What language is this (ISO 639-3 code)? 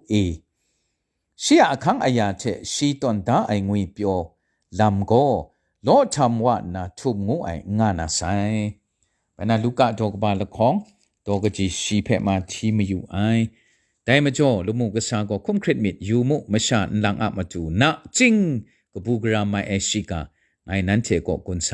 kac